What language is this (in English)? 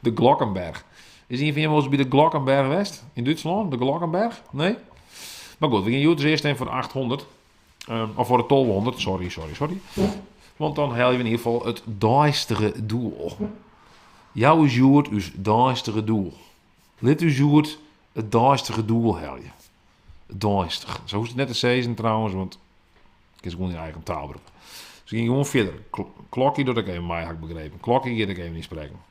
Western Frisian